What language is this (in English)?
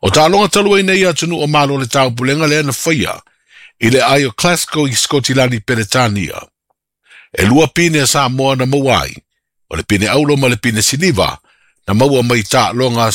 Samoan